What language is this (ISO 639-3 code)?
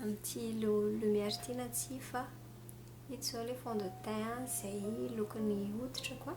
mlg